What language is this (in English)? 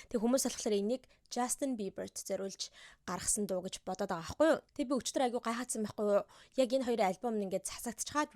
Mongolian